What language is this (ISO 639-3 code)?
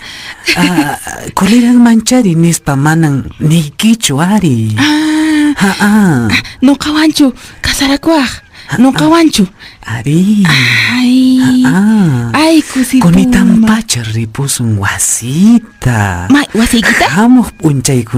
que